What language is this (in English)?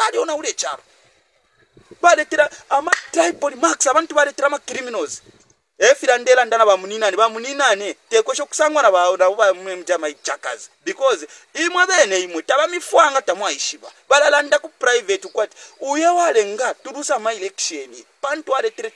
Bemba